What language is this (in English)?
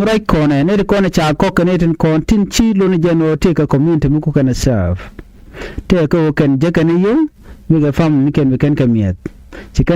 Nuer